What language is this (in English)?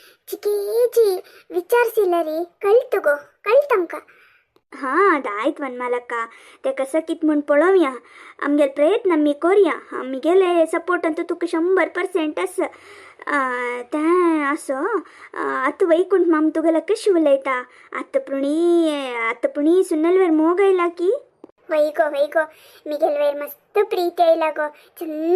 Konkani